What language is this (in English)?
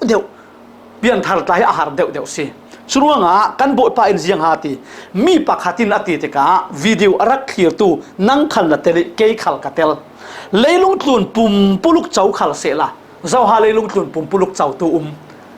Falam Chin